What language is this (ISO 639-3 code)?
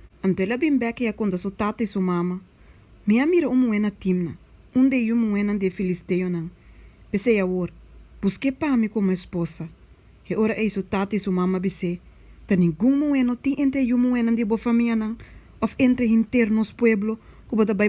pap